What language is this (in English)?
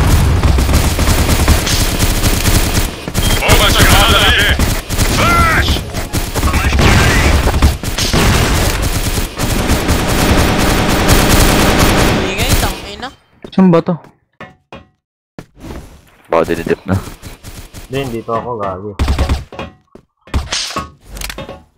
Filipino